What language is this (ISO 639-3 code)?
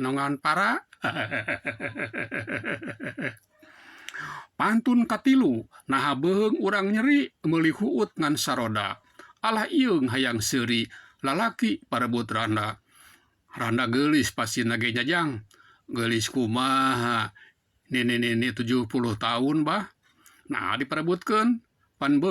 sun